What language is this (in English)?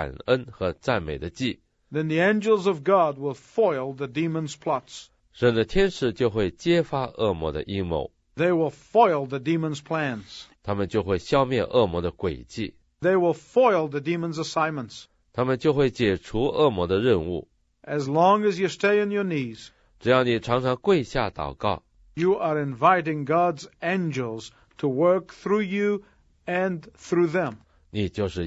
Chinese